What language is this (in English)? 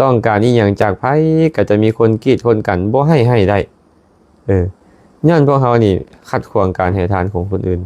Lao